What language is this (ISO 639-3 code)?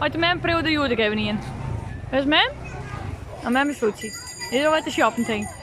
fry